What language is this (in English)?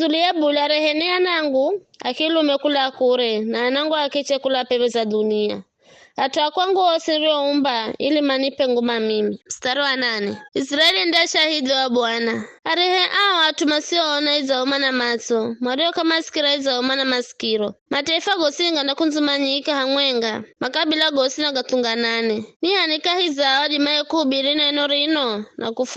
Giryama